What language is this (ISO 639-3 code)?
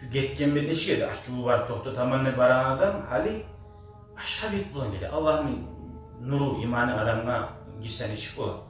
kum